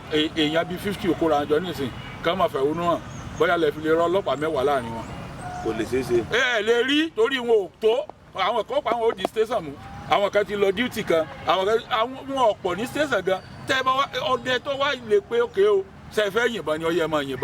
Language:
Yoruba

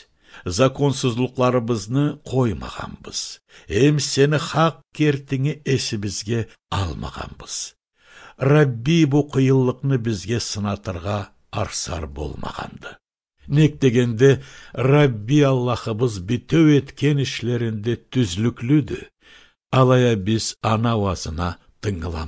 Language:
Karachay-Balkar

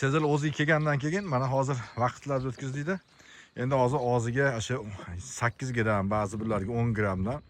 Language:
Uzbek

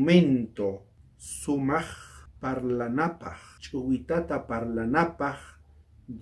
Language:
South Bolivian Quechua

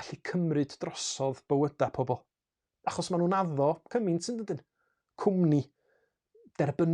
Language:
Welsh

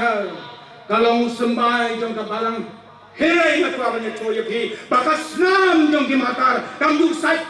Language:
Khasi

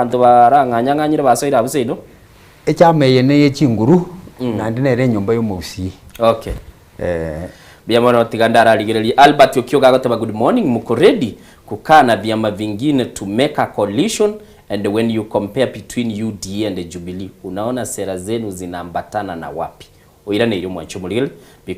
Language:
Gusii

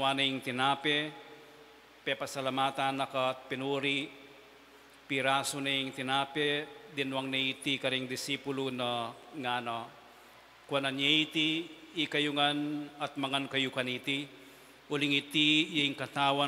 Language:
Pampanga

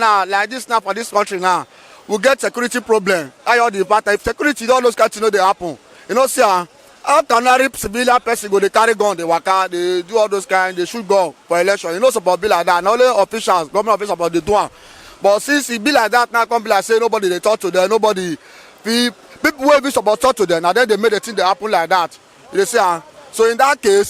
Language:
Nigerian Pidgin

